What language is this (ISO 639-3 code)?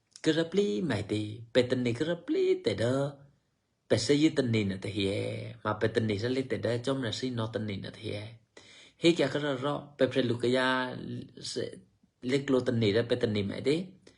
eky